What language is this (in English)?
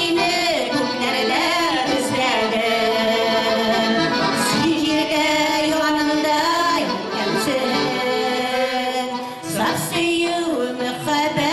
Bashkir